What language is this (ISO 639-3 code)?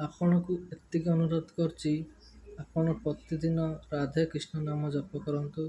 ori